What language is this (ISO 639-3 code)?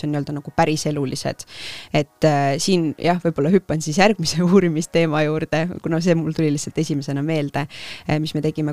est